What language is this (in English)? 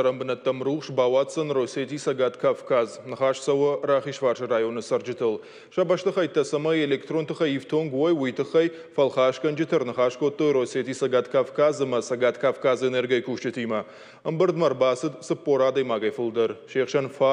Ossetic